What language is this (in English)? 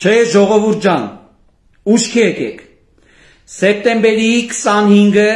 Armenian